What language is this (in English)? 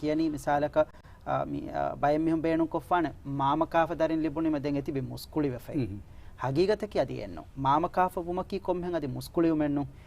Divehi